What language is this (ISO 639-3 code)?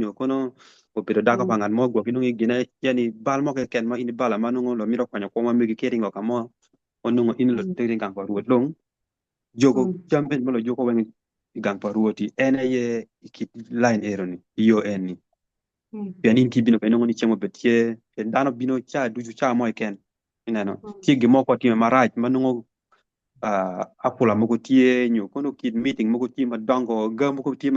ach